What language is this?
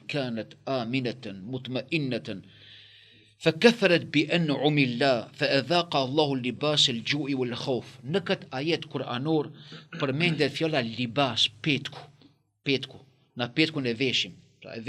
Albanian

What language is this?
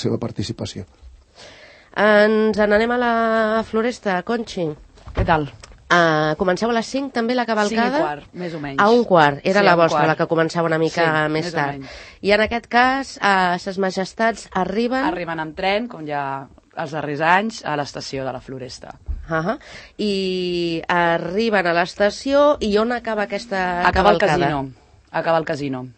Catalan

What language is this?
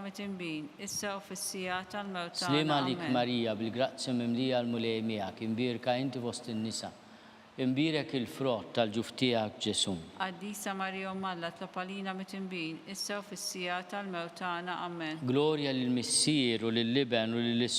Maltese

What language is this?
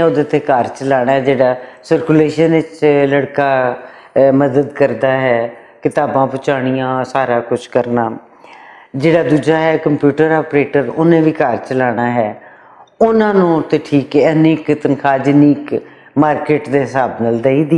Western Panjabi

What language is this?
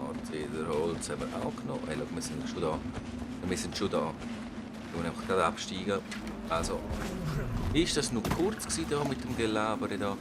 Swiss German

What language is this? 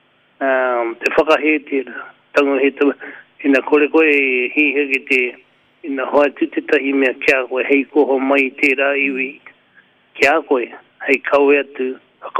Māori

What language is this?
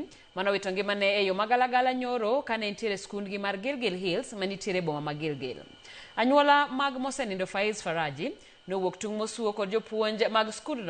Luo (Kenya and Tanzania)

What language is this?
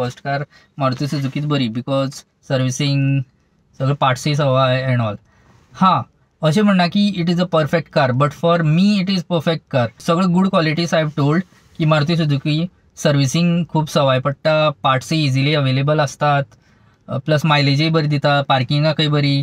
Konkani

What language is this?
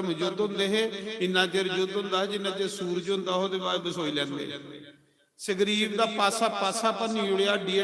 Dogri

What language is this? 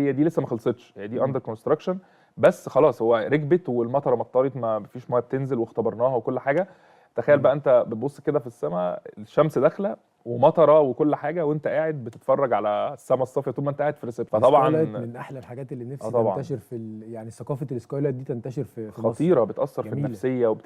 Egyptian Arabic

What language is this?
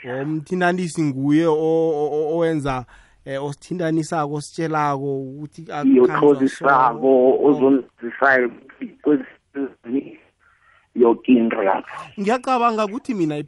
South Ndebele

